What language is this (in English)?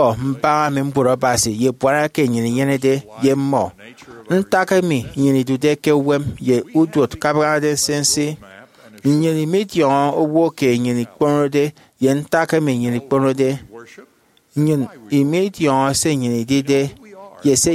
Efik